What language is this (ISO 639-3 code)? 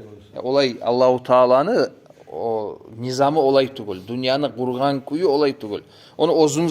kum